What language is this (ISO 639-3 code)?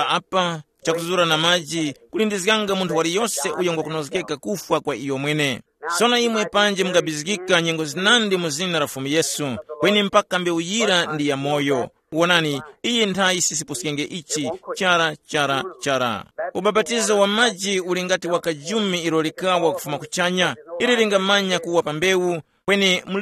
tum